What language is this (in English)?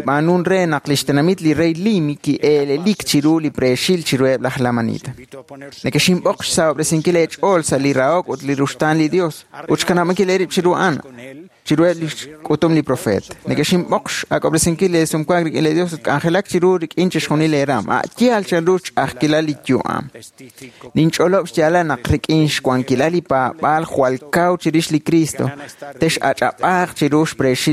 Kekchí